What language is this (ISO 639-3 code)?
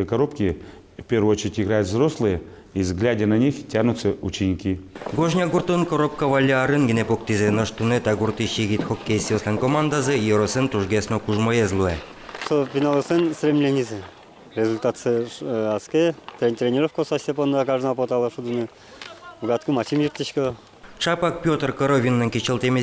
udm